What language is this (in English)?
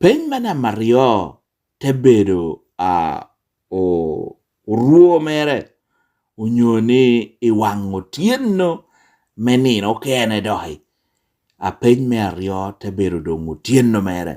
Lango (Uganda)